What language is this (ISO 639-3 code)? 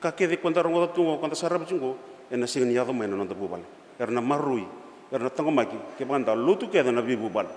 fij